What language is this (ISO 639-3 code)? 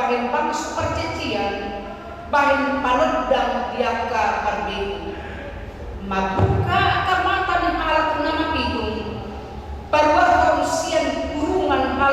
bbc